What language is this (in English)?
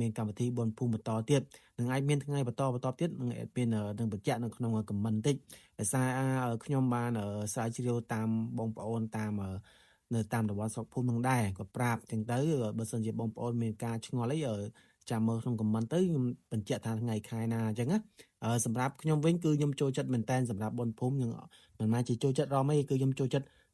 Khmer